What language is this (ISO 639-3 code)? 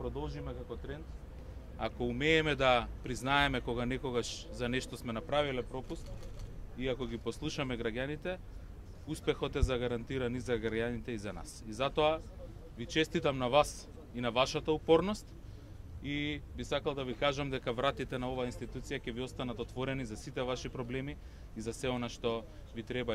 mkd